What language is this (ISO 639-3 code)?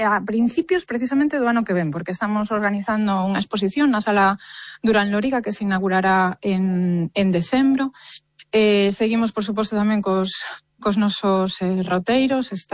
glg